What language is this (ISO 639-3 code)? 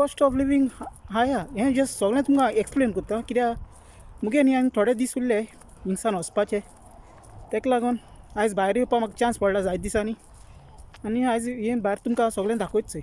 kok